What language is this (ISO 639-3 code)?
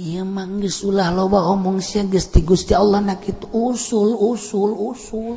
sun